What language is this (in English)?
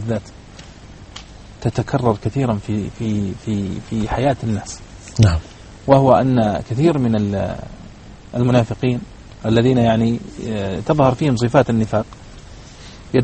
Arabic